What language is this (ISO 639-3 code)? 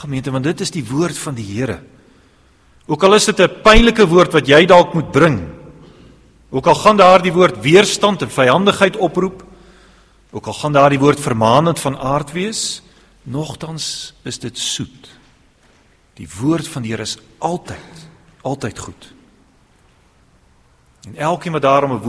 afr